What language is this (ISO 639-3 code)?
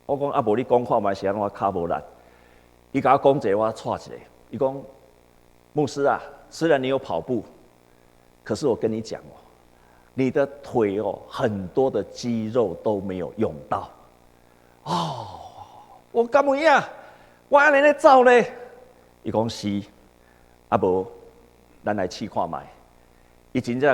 nan